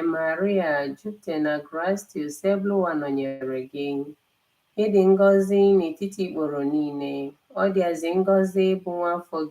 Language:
Igbo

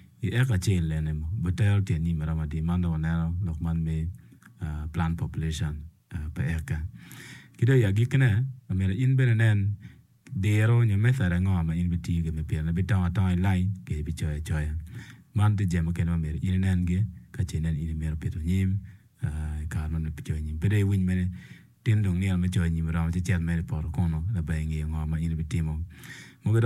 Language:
Acoli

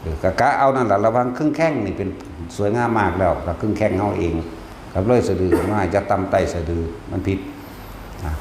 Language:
Northeastern Thai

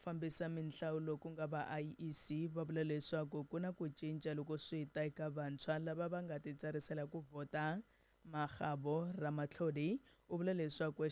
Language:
Tsonga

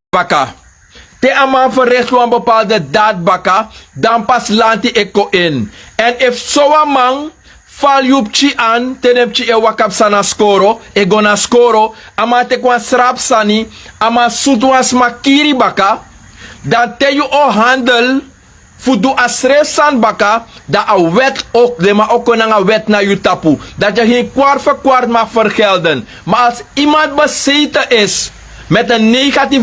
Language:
Sranan Tongo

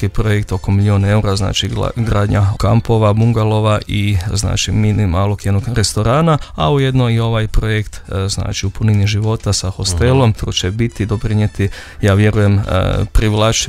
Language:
Croatian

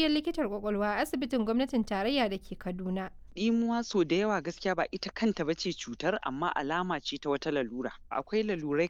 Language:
Hausa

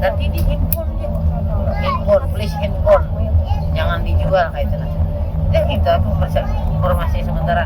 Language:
Banjar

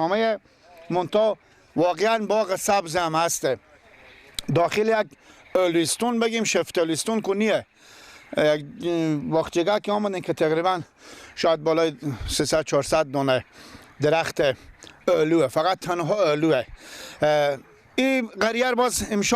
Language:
Persian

